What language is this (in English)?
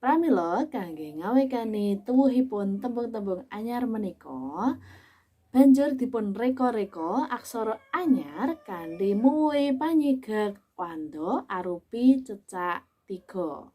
Javanese